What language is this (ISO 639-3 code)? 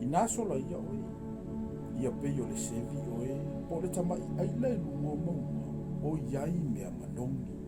smo